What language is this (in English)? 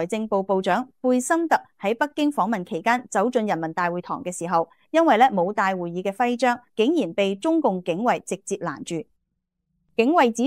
Cantonese